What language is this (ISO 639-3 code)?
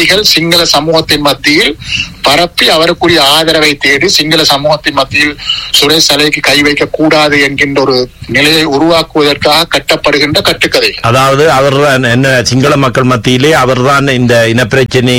tam